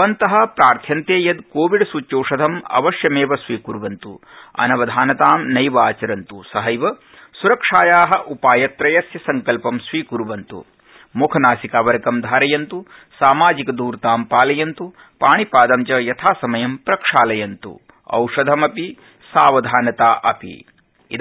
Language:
Sanskrit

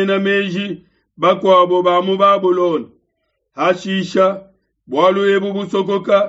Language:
Luba-Lulua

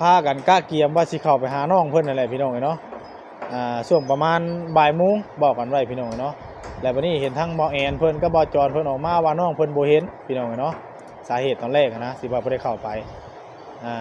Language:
Northeastern Thai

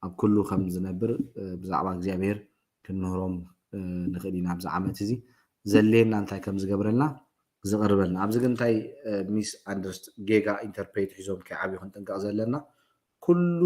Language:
Tigrinya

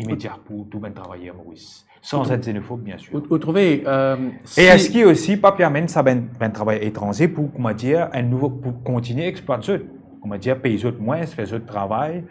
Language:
Morisyen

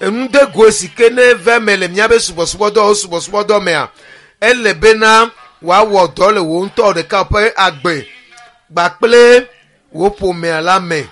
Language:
Ewe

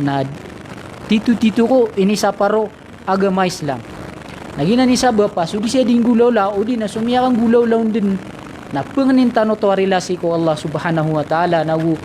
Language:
Maranao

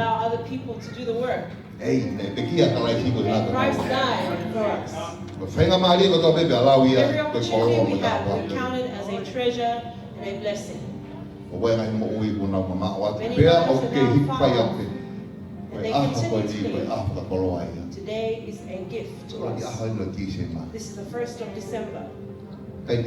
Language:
Tongan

